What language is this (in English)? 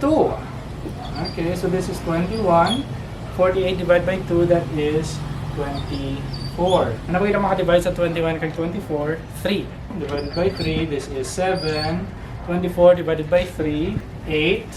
Hiligaynon